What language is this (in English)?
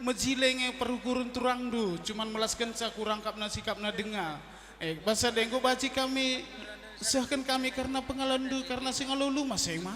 Batak Karo